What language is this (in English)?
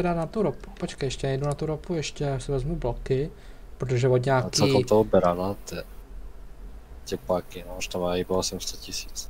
Czech